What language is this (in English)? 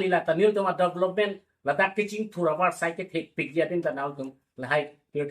Karbi